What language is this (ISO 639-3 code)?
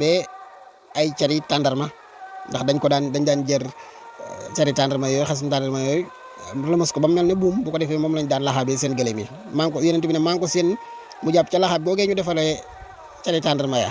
wol